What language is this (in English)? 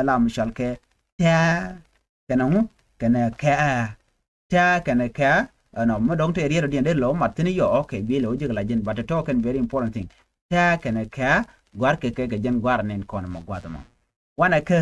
Nuer